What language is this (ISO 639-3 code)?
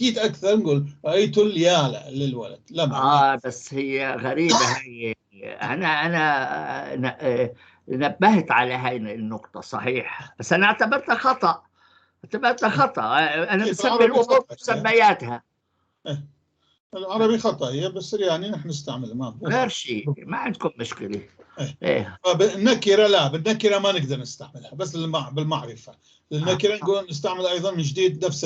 apc